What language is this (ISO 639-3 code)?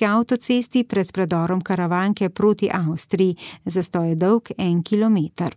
slv